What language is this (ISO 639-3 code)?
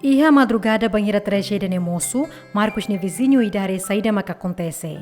tet